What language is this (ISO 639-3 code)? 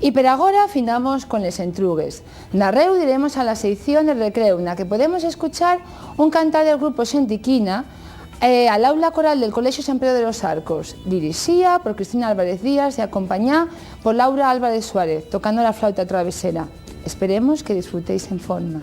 ast